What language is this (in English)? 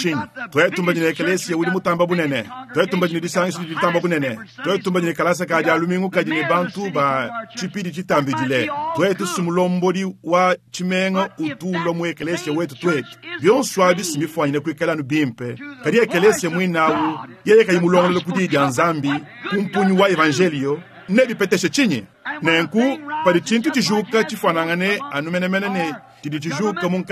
Luba-Lulua